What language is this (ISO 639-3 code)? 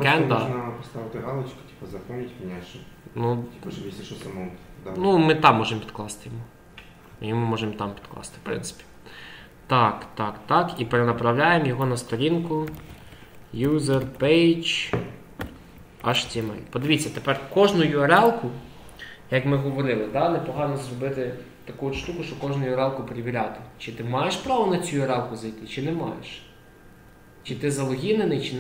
ukr